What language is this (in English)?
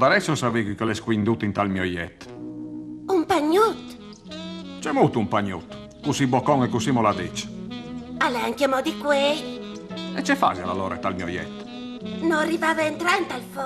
Friulian